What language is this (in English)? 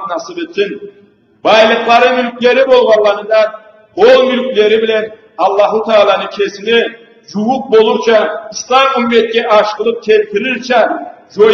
Karachay-Balkar